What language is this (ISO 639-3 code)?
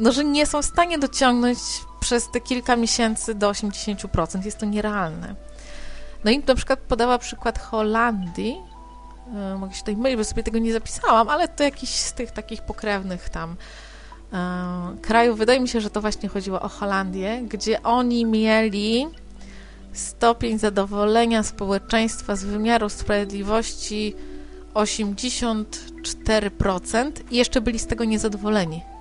pol